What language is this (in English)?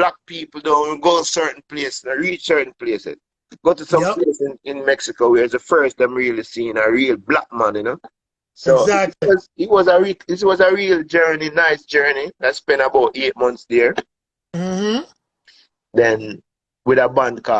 Jamaican Creole English